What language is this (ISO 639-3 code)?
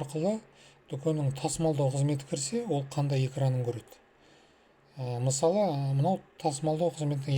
kaz